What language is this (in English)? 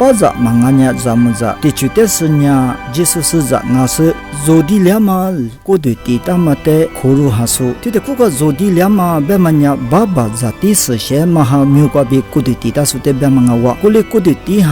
Lisu